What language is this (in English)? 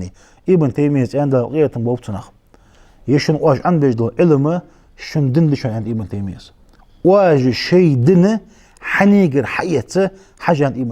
Ingush